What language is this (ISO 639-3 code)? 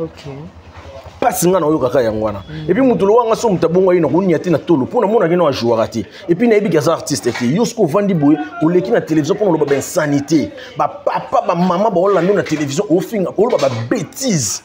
lin